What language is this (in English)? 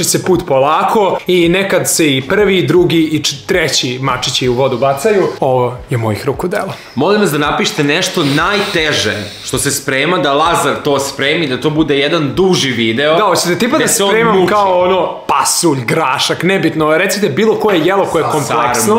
Serbian